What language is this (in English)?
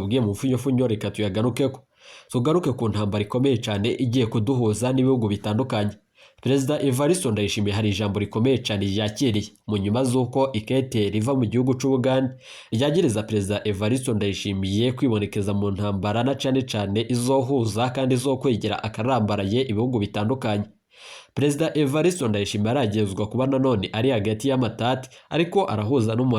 Rundi